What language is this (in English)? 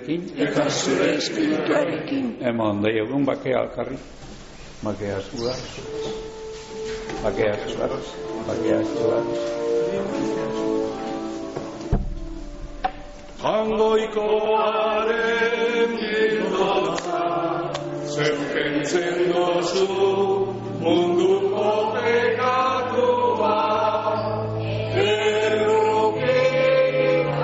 Basque